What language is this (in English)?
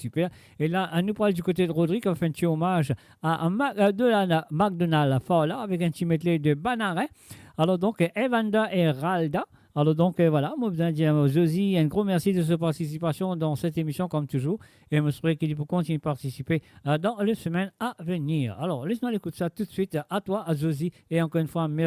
Morisyen